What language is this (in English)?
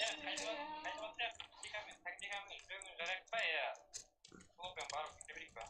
Kara-Kalpak